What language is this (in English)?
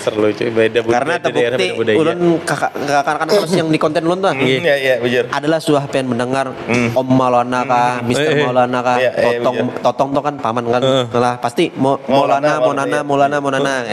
Banjar